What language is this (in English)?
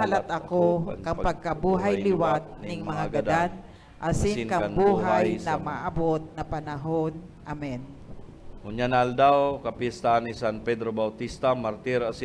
Bikol